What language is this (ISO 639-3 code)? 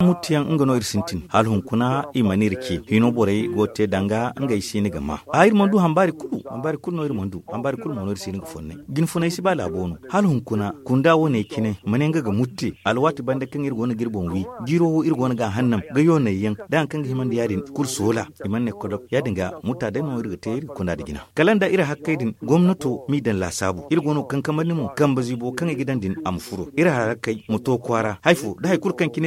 dje